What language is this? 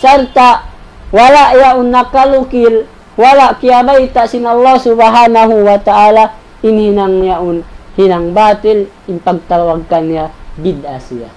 Tausug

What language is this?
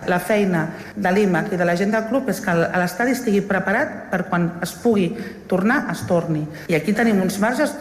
Catalan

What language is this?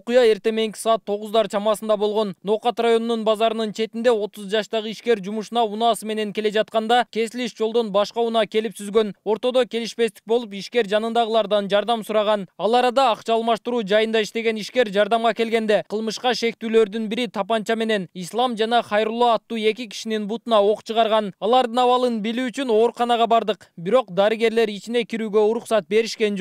Kyrgyz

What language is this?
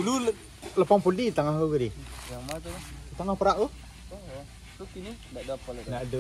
Minangkabau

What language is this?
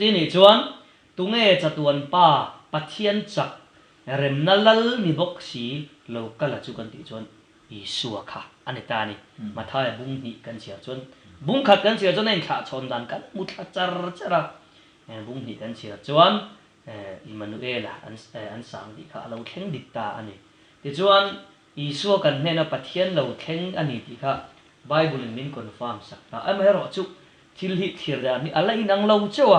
Mizo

